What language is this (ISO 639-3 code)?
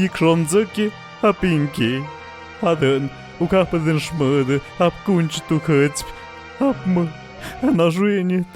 mxp